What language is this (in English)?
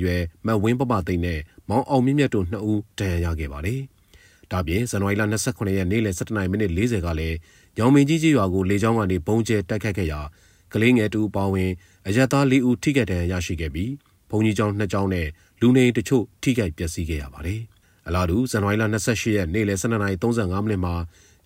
Burmese